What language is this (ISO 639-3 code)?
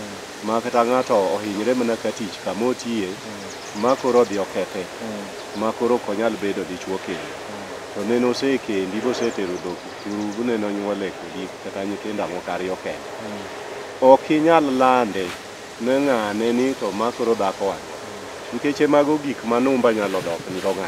luo